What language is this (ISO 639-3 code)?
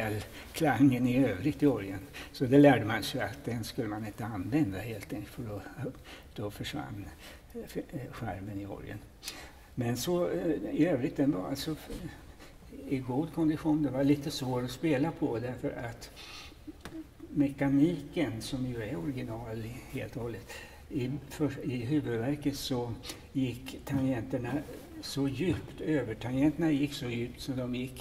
swe